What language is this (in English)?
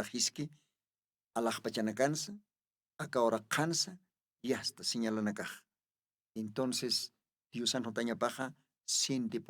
Aymara